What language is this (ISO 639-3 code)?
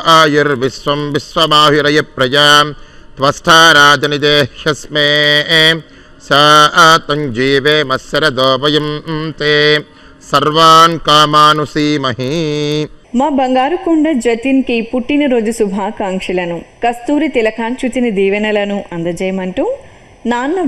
tel